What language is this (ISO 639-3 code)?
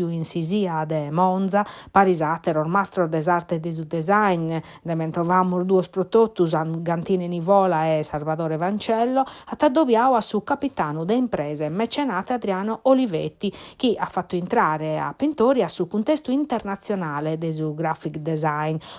srd